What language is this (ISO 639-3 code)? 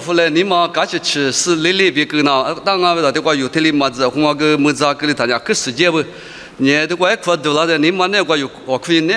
lis